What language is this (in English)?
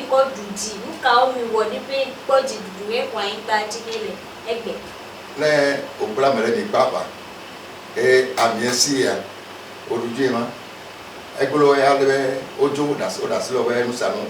Ewe